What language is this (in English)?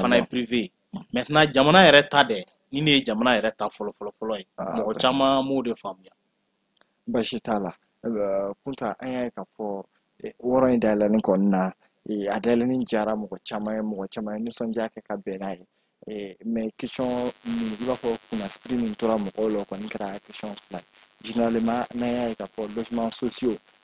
Bambara